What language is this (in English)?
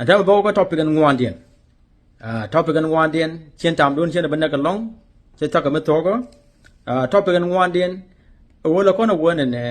Nuer